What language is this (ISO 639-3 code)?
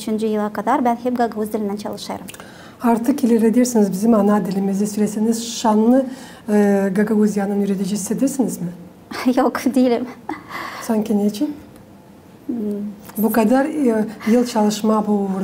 gag